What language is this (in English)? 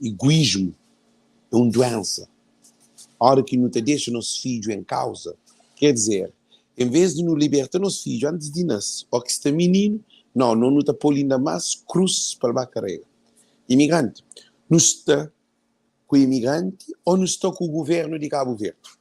Kabuverdianu